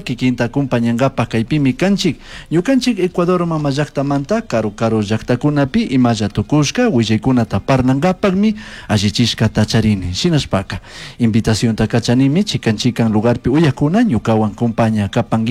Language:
Chimborazo Highland Quichua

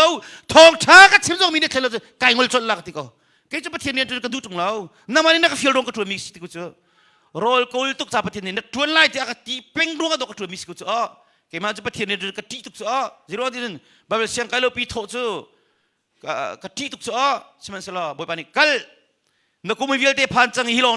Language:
Hakha Chin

